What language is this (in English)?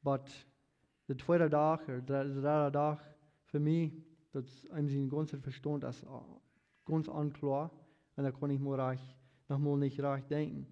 Plautdietsch